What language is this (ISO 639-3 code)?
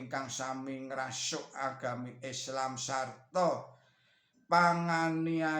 jav